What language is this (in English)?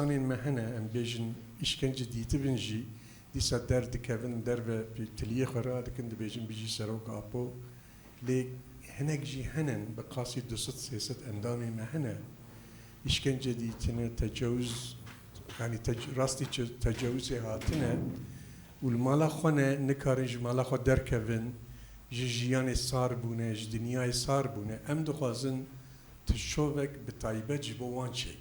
Kurdish